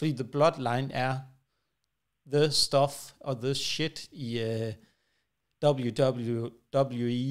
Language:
Danish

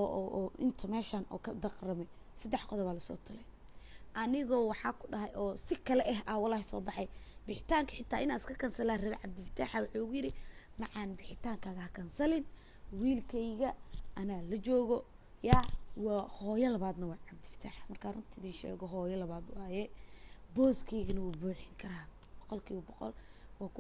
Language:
Somali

